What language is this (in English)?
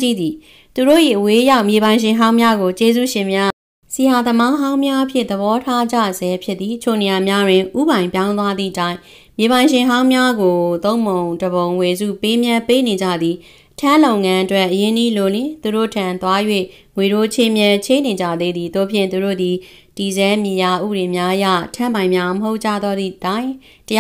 Burmese